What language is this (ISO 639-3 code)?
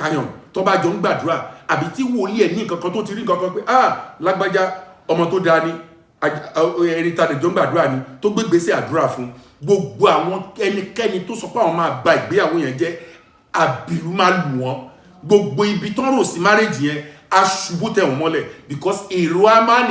yor